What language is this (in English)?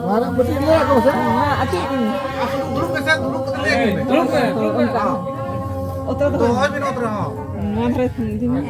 Santali